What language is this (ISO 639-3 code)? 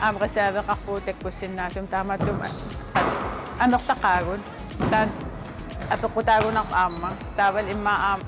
kal